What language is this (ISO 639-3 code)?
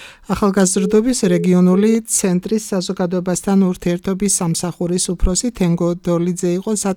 kat